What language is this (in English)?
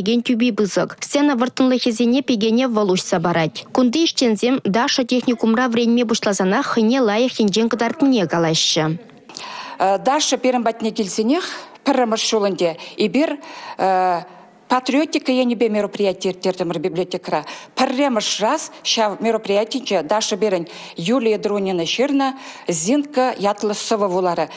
Chuvash